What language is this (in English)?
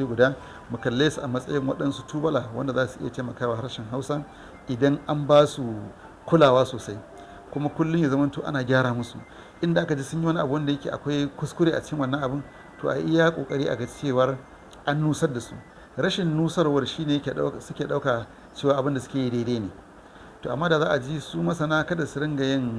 Hausa